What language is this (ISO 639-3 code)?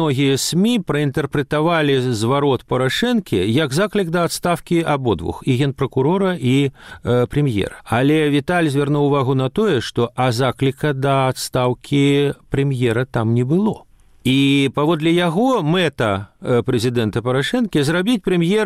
bel